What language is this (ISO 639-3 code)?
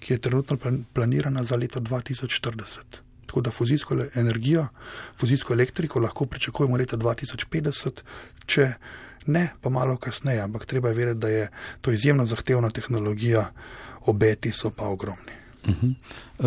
slv